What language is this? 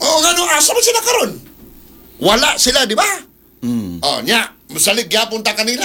Cebuano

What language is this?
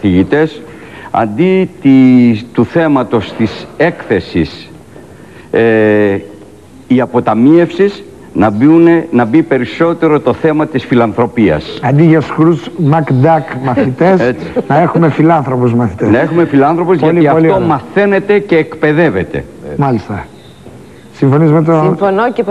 Greek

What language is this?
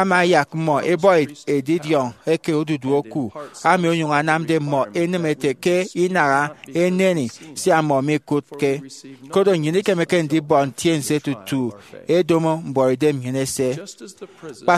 Efik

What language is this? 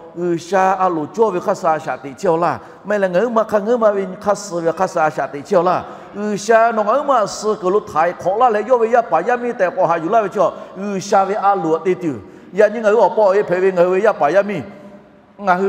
Lahu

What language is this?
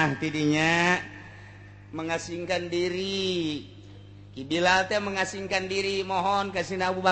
Sundanese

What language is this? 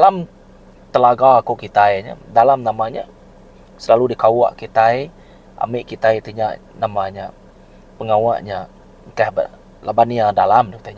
Iban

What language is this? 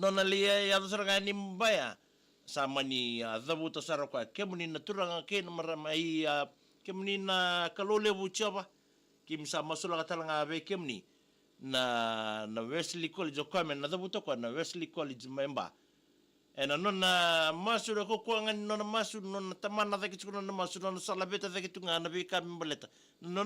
Fijian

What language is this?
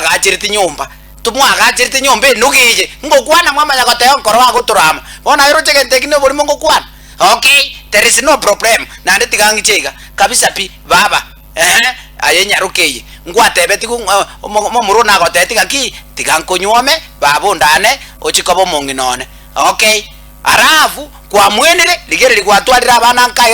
Gusii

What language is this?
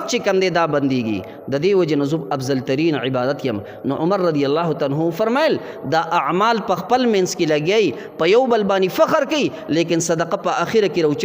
Pashto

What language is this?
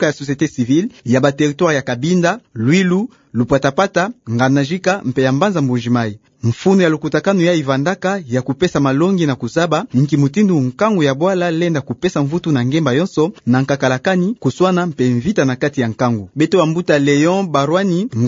Kituba (Democratic Republic of Congo)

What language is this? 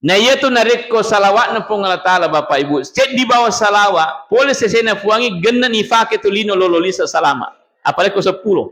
Buginese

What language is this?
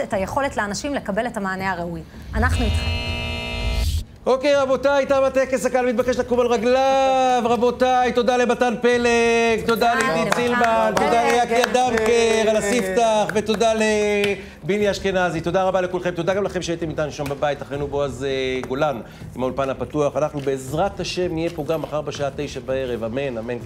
Hebrew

